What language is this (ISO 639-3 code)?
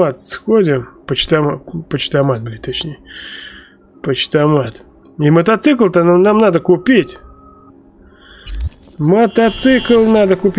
rus